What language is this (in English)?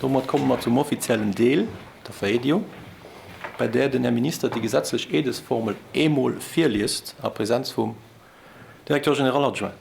Luxembourgish